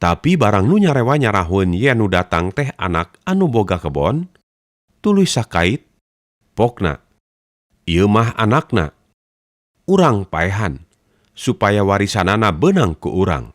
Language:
Sundanese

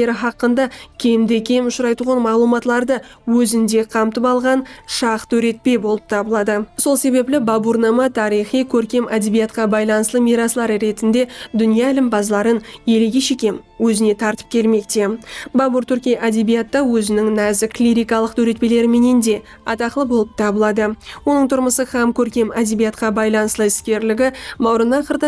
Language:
Kara-Kalpak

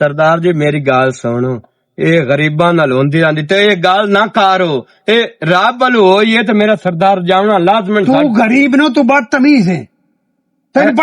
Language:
Western Panjabi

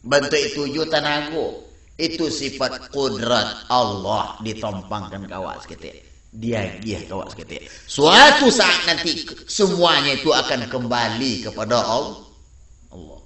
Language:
Minangkabau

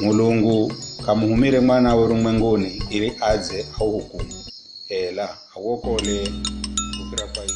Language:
Giryama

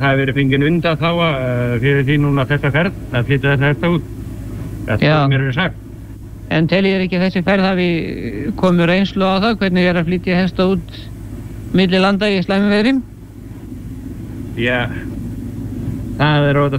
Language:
Icelandic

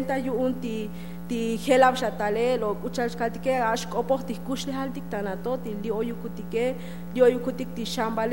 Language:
Tzotzil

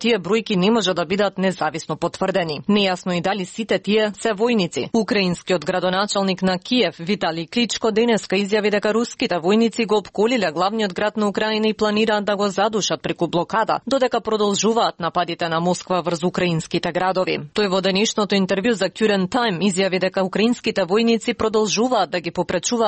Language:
Macedonian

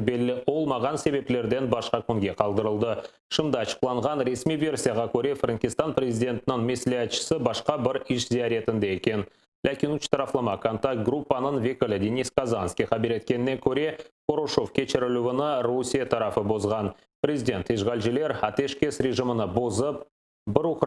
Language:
Crimean Tatar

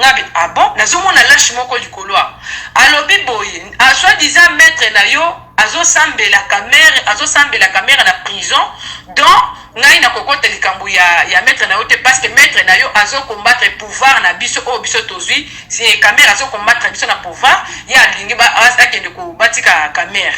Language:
Lingala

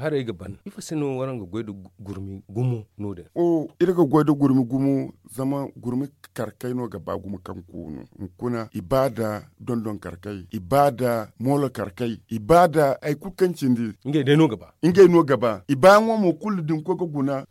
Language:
Zarma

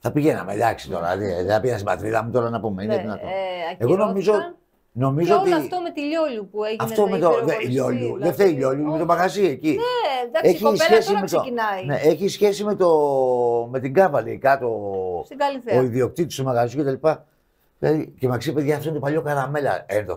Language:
Greek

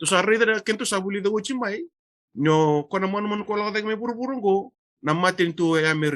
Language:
Fijian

